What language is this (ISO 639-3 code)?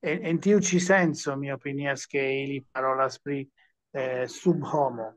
epo